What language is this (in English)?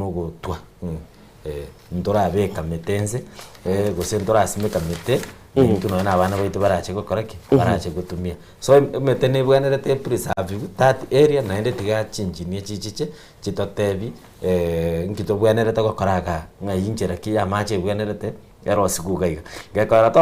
Gusii